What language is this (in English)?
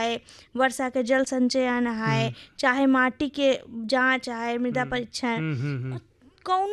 Hindi